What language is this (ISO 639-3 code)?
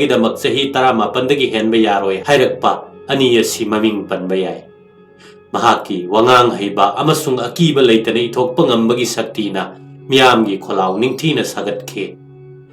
mni